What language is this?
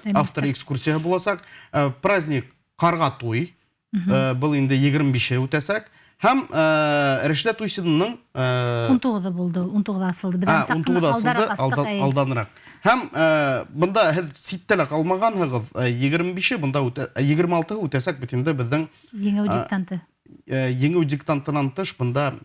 Bashkir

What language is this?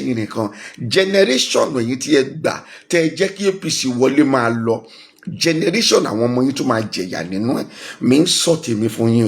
Yoruba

